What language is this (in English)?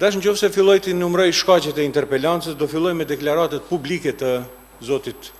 Albanian